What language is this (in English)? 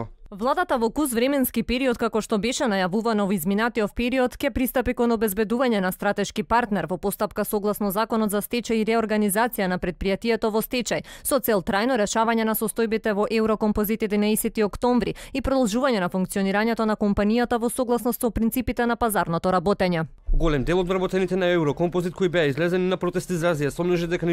Macedonian